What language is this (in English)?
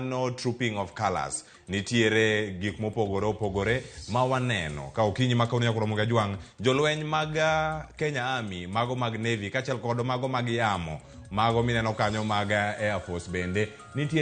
Luo (Kenya and Tanzania)